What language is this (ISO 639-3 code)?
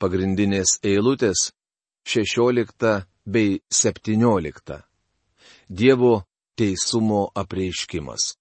lit